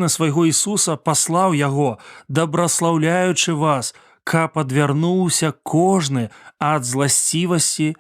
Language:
Belarusian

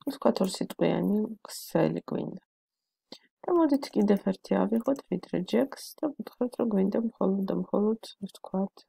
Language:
Georgian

